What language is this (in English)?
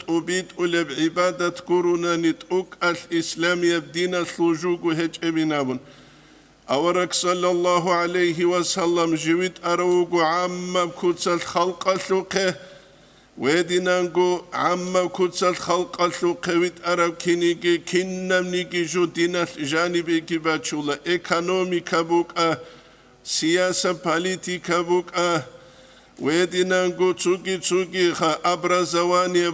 Avaric